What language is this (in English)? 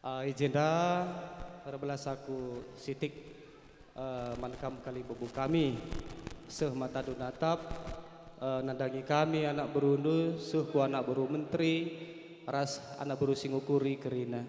Batak Karo